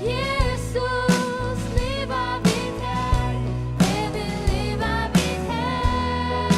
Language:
Faroese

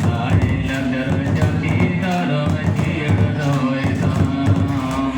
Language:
Santali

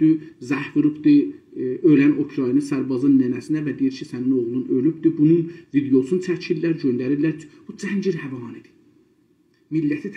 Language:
South Azerbaijani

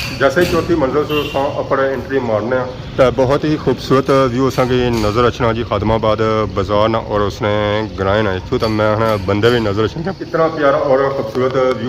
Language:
Pahari-Potwari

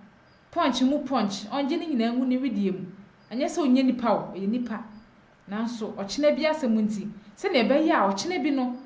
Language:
Akan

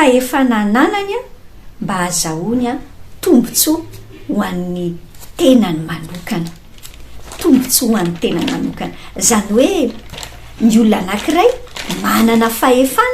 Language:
Malagasy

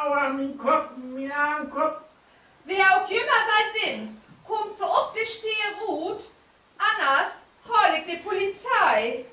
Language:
Low German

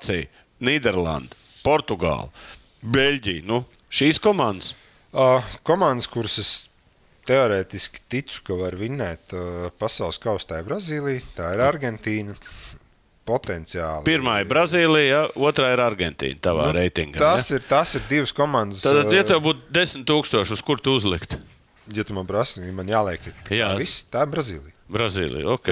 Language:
Latvian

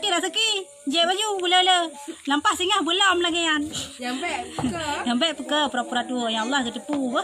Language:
Achinese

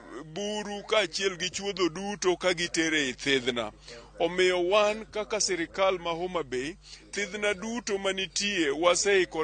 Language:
Luo (Kenya and Tanzania)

